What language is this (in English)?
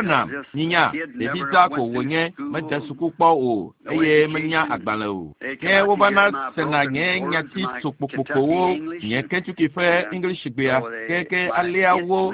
Ewe